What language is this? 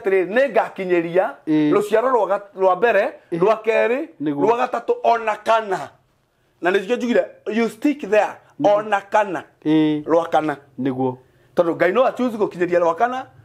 Kikuyu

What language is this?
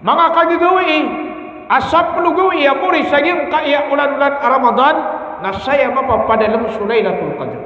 Maranao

